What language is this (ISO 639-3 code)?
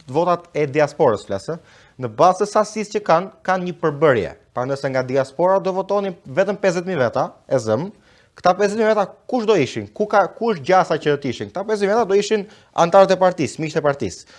sqi